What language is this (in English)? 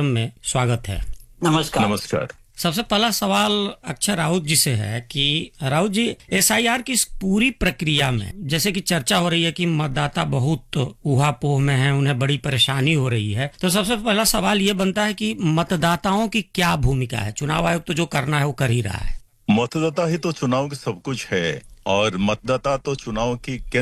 Hindi